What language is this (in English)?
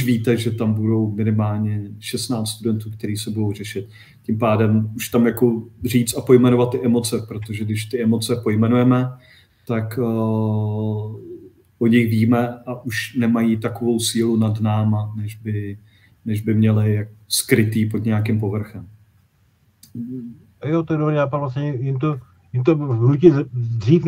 Czech